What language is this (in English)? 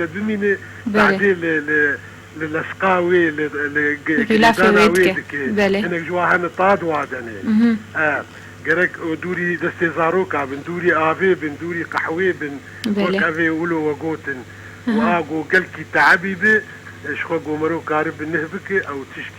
Kurdish